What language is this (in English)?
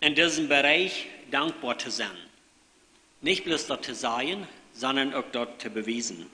Plautdietsch